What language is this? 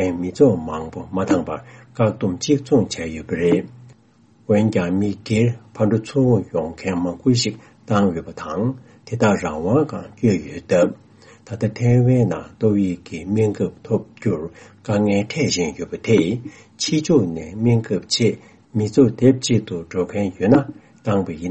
Tibetan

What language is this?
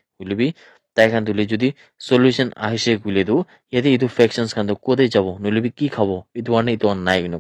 Naga Pidgin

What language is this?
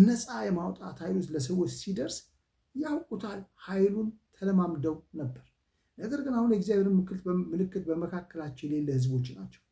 Amharic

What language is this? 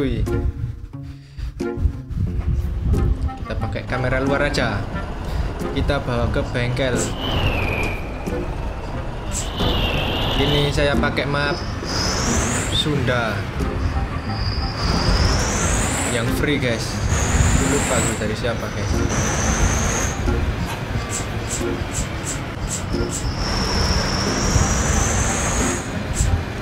Indonesian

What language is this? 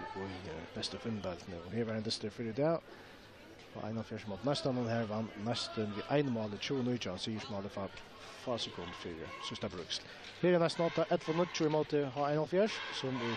Faroese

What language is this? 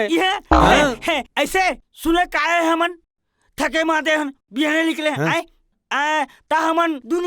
Chhattisgarhi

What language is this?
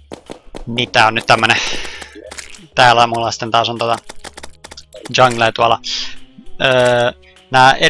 Finnish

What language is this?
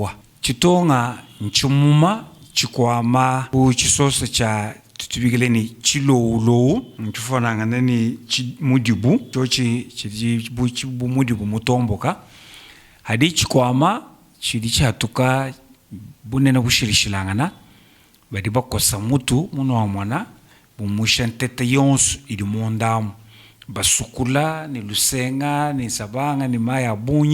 Luba-Lulua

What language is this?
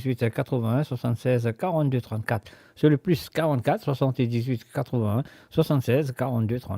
Morisyen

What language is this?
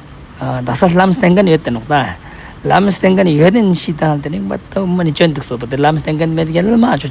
Ladakhi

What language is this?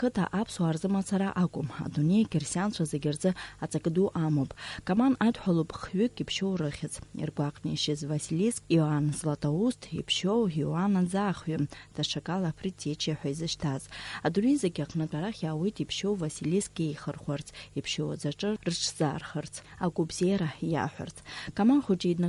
Abkhazian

